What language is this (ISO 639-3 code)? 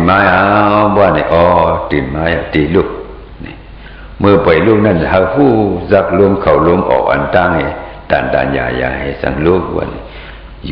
shn